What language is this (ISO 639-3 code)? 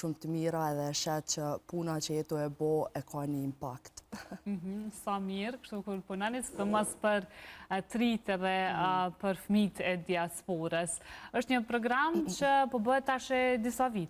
sqi